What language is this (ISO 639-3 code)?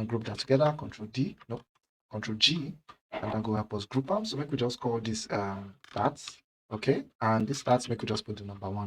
pcm